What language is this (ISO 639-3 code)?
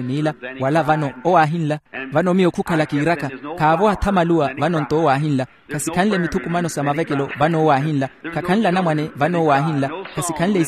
vmw